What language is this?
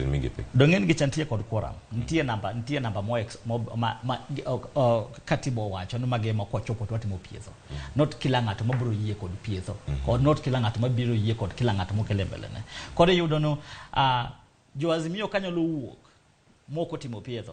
Luo (Kenya and Tanzania)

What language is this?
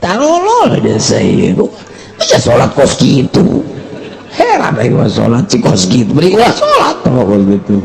Sundanese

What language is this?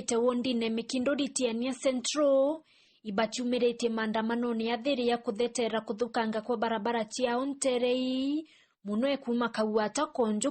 Meru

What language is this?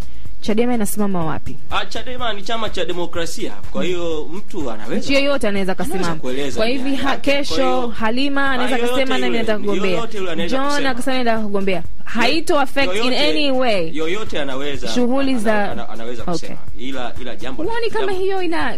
Swahili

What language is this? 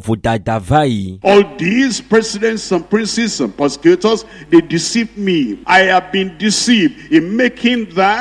Ewe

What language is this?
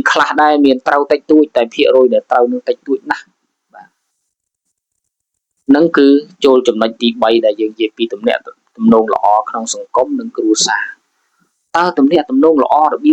Khmer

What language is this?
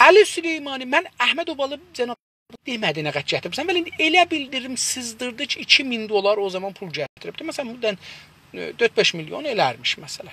South Azerbaijani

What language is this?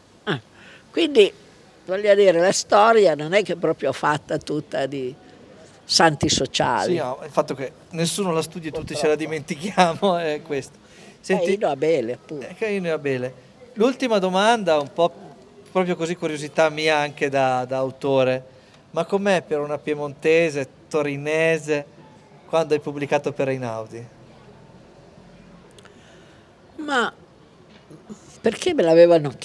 Italian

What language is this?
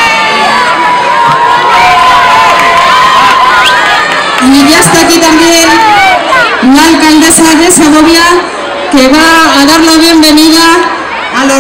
Spanish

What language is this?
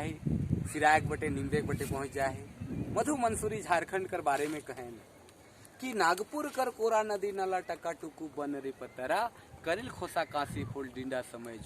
Sadri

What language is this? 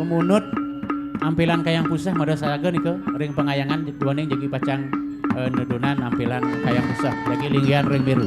Balinese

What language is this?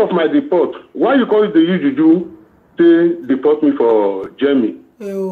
Nigerian Pidgin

